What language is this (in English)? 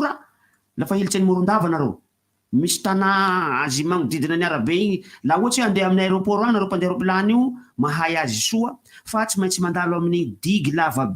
Malagasy